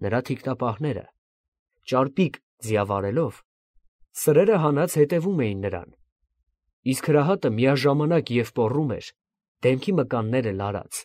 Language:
Armenian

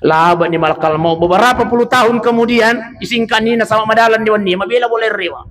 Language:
Buginese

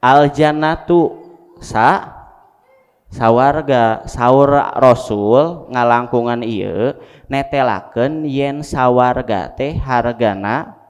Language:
Sundanese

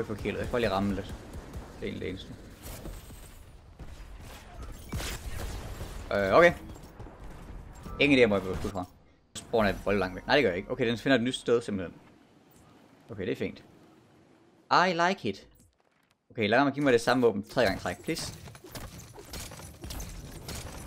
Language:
Danish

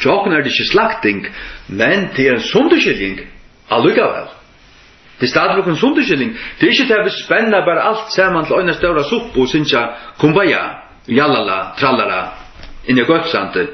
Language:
Faroese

